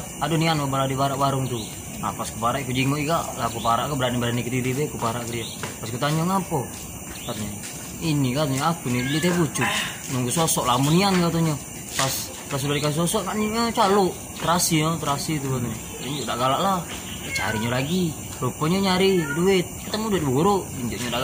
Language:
Musi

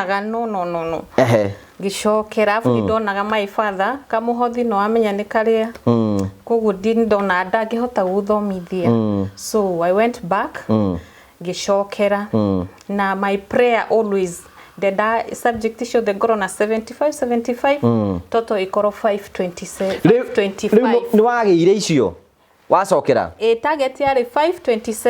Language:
Kikuyu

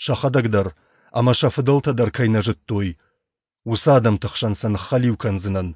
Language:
Ossetic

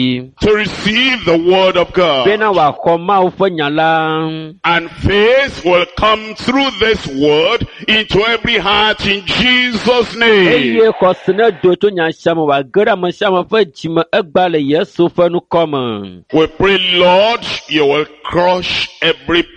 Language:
Ewe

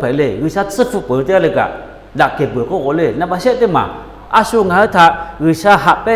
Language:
Lahu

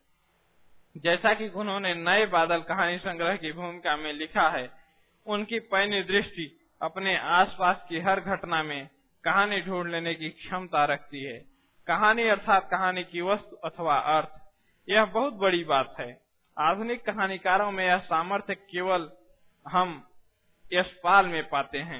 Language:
Hindi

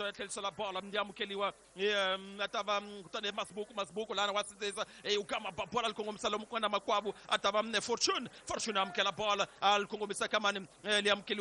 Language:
Tsonga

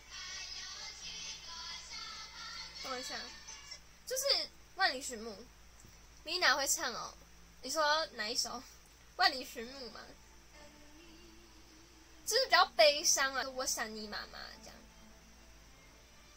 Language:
Chinese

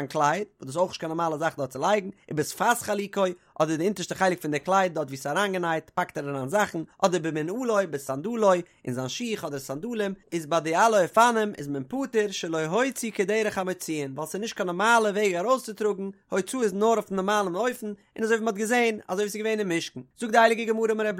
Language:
Yiddish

